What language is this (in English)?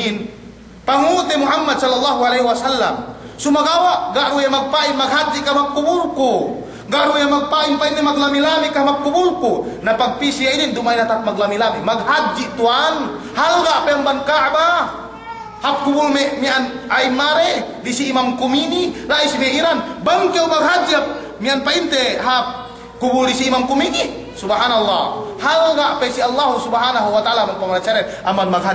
Yakan